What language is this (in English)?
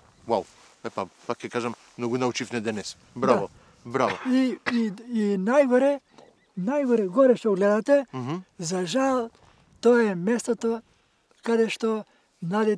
Macedonian